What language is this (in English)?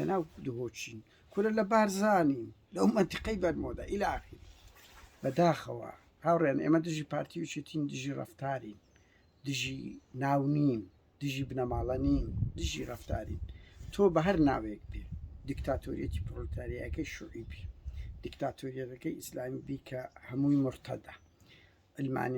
Central Kurdish